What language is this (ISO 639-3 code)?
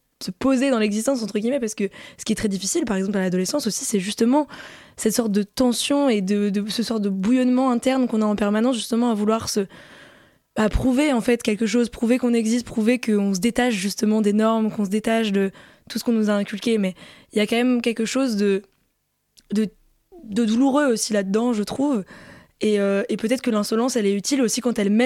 fra